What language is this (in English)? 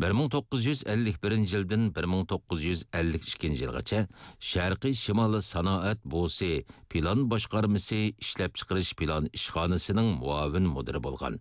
Uyghur